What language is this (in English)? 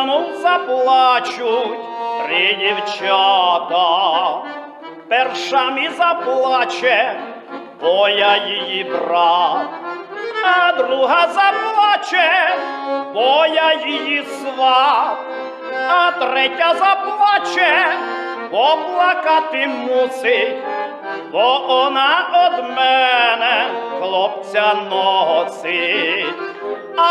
Rusyn